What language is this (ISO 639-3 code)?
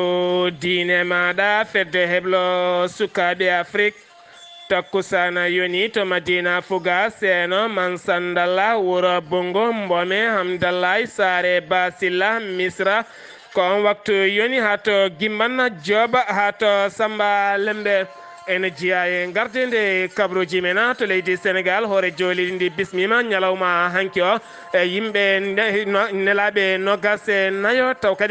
ful